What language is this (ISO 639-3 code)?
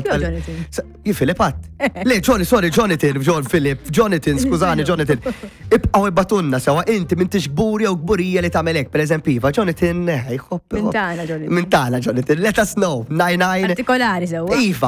mlt